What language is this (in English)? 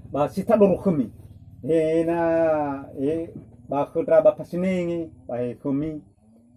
Nias